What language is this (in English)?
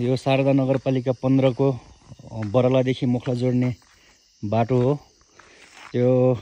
Nepali